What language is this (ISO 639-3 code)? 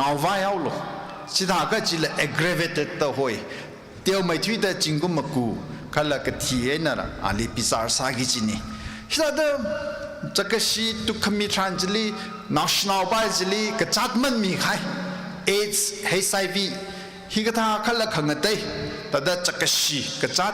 nmf